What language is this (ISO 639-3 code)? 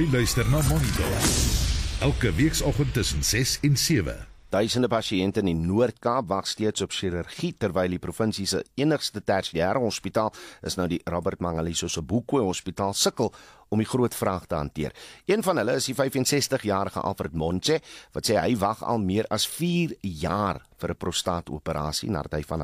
afr